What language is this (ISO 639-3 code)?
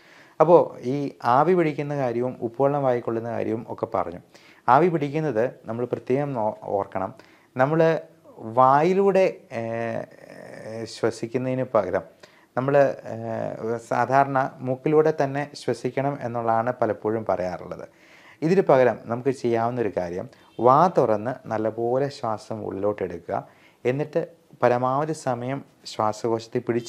mal